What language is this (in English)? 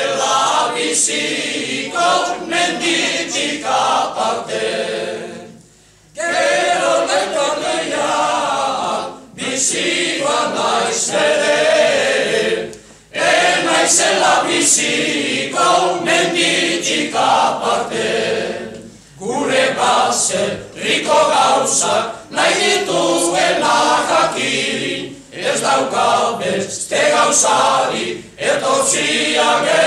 Basque